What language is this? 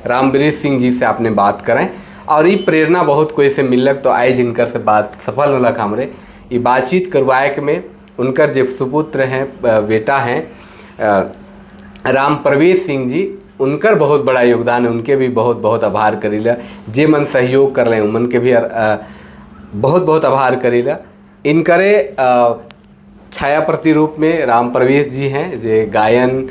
Sadri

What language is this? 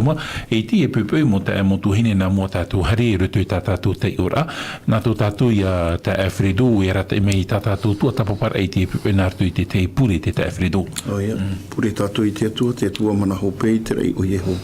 Tahitian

